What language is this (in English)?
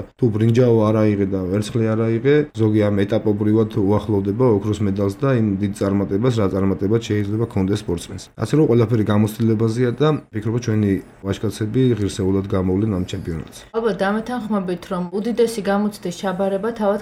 Georgian